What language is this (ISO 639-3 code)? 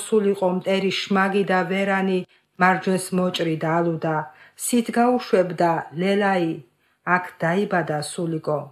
kat